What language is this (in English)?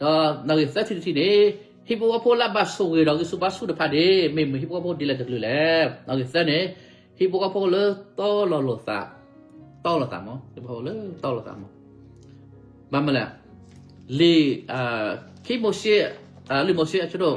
S'gaw Karen